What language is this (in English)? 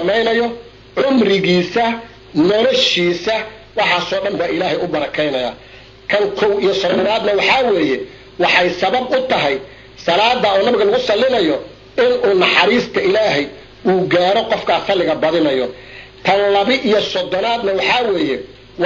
Somali